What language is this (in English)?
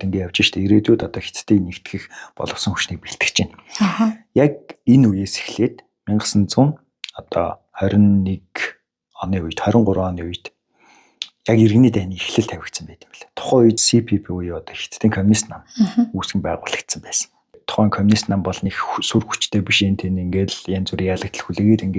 Mongolian